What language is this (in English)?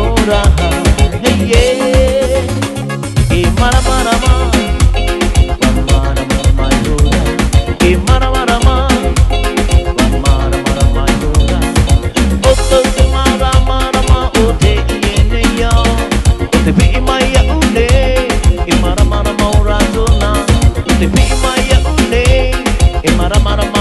Tahitian